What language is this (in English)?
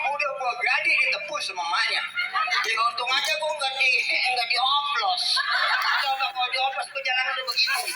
Betawi